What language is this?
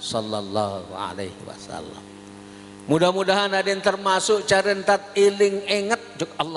Sasak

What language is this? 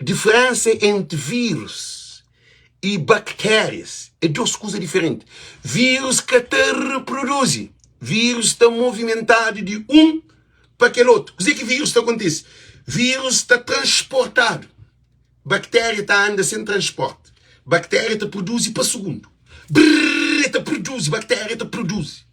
Kabuverdianu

